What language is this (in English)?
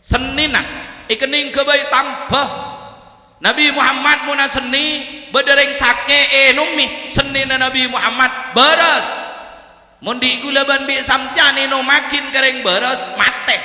Madurese